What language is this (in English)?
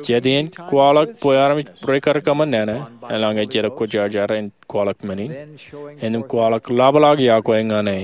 Marshallese